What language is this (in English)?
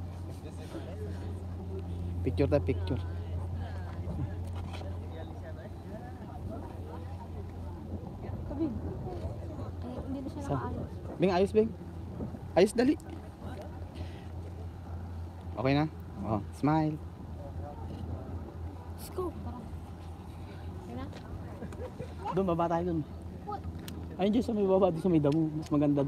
Filipino